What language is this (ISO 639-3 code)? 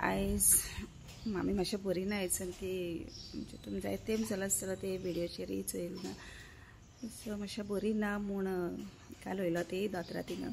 kok